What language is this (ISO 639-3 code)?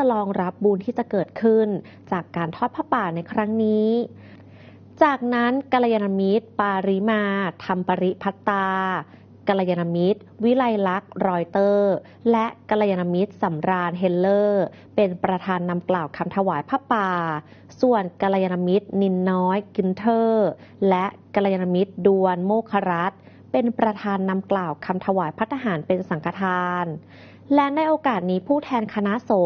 tha